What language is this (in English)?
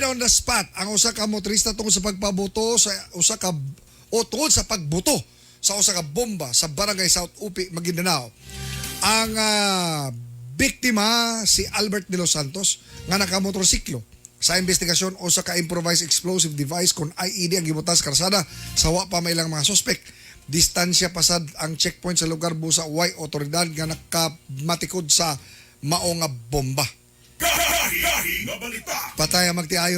Cebuano